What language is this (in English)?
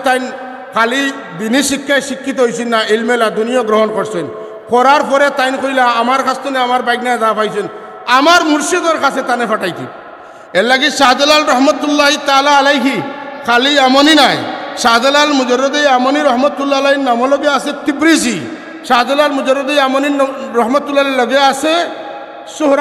Sylheti